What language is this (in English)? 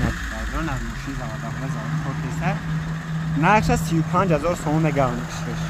Tajik